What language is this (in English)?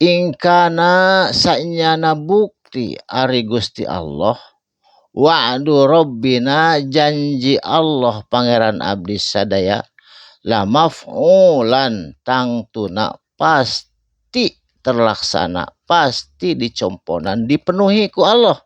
Sundanese